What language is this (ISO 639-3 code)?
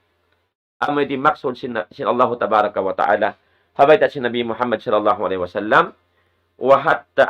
tsg